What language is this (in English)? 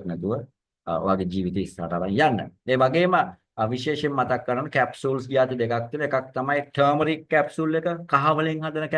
Sinhala